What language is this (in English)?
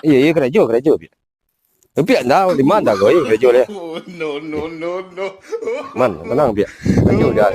Minangkabau